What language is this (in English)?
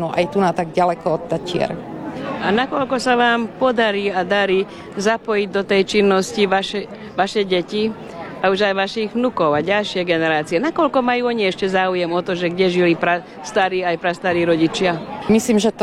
Slovak